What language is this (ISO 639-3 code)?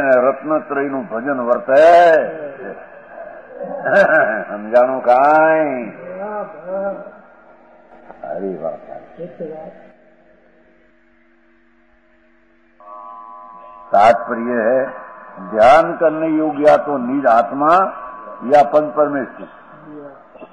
guj